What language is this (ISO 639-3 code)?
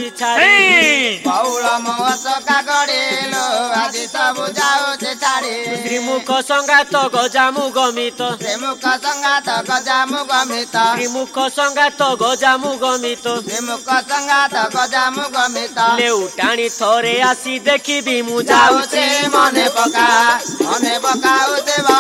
ori